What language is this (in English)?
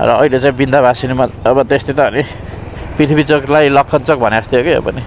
Nepali